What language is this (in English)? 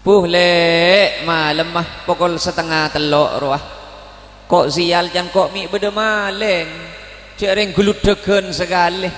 Madurese